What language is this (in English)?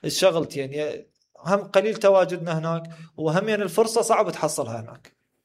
Mesopotamian Arabic